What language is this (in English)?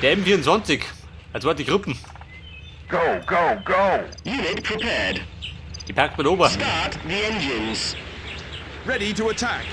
Bavarian